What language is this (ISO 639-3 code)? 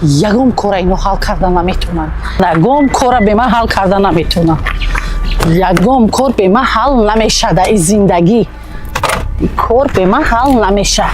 tgk